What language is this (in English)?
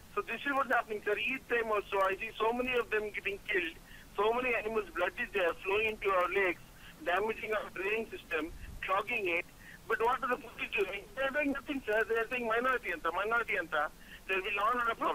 English